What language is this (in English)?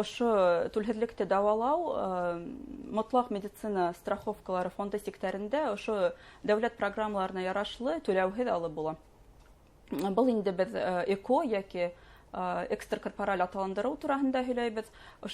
Bashkir